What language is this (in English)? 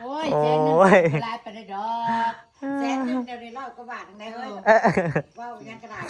Northeastern Thai